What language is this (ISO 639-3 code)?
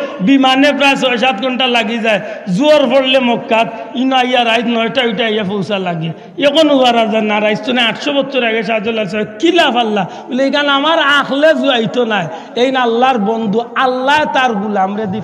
syl